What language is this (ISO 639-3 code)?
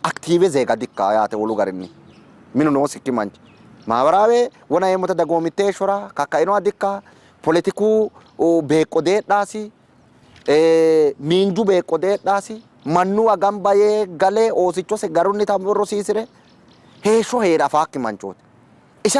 sid